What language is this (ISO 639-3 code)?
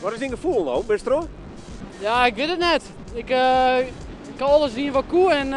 fry